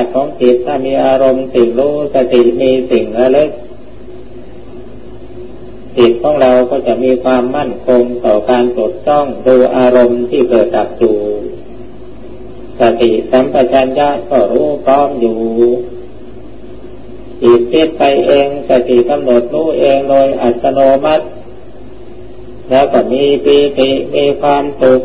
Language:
Thai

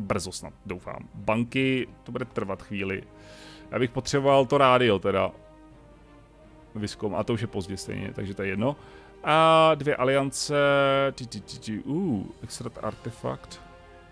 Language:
Czech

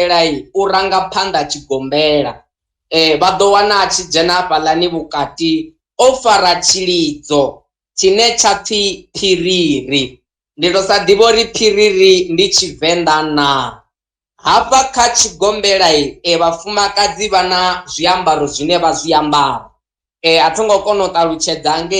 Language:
Venda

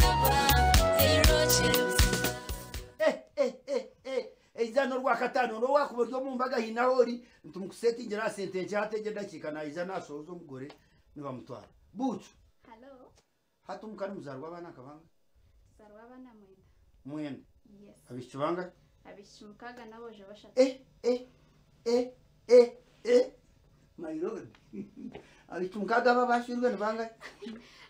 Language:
Kinyarwanda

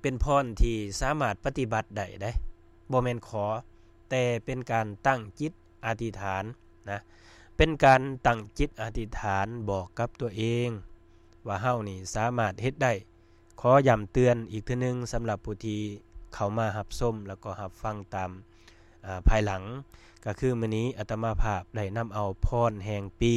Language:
Lao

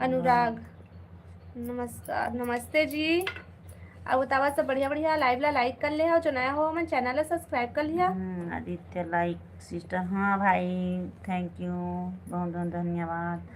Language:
Chhattisgarhi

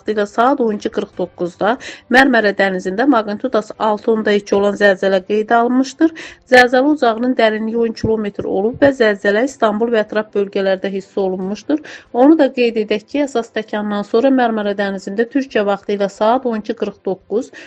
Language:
Azerbaijani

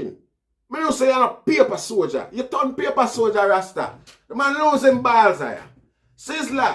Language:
Jamaican Creole English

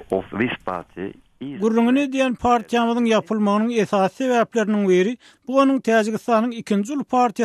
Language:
Turkmen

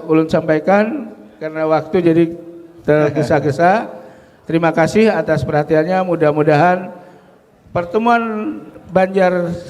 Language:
Banjar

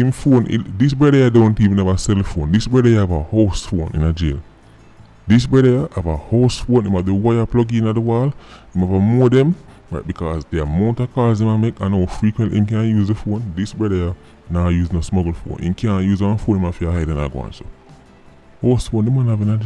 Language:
Jamaican Creole English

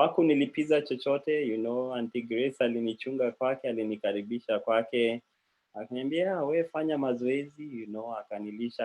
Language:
Kalenjin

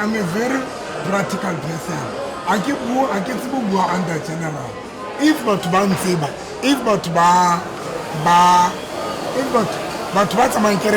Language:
Southern Sotho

